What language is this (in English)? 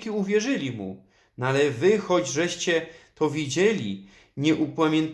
Silesian